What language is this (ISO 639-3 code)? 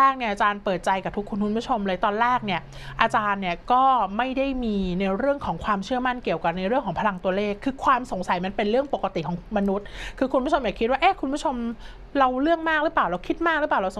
tha